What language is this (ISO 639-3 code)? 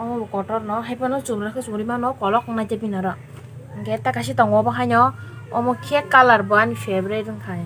trp